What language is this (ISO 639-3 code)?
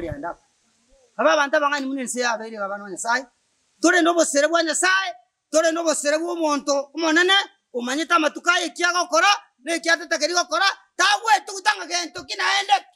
guz